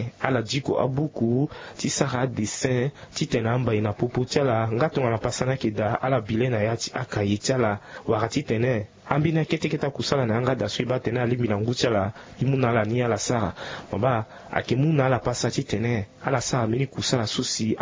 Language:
Sango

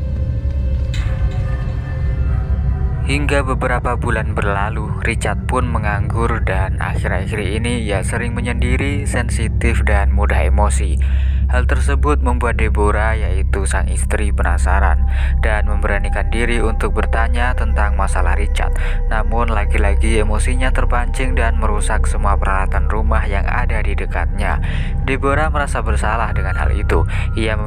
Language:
Indonesian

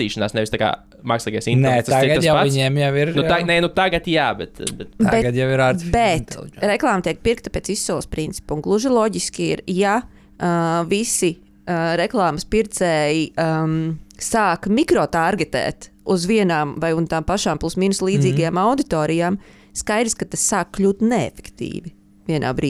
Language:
Latvian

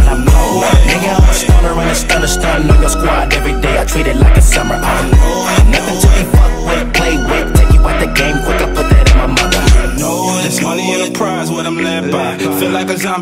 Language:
English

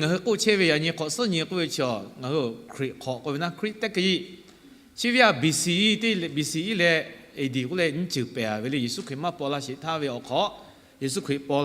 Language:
Lahu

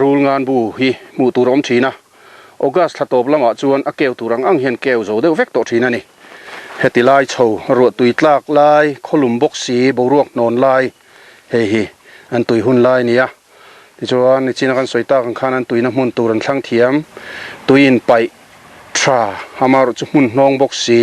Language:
Mizo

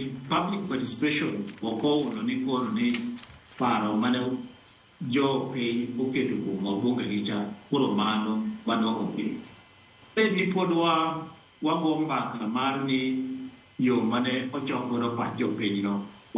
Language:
Luo (Kenya and Tanzania)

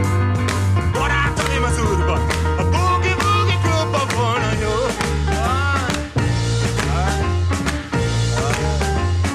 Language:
Hungarian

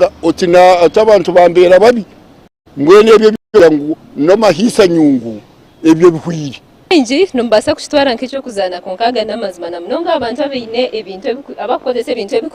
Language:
Nyankole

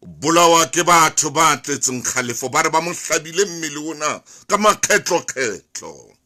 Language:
Southern Sotho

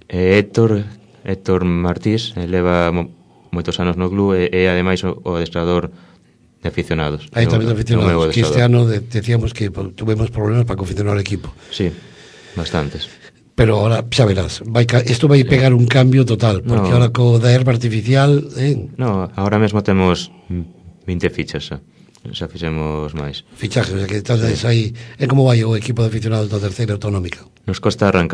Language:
Galician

